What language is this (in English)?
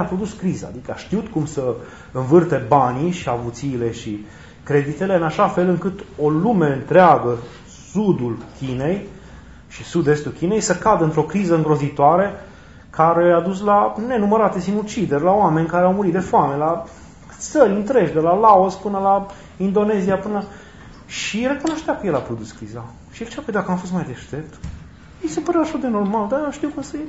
Romanian